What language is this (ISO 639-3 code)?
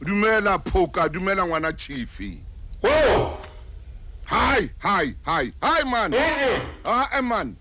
sot